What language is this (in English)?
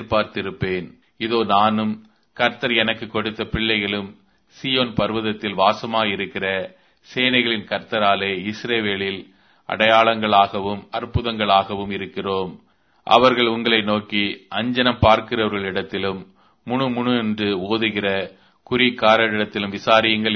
Tamil